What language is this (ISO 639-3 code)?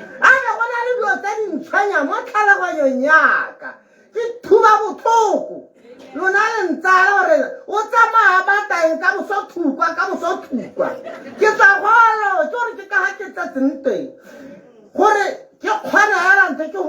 tsn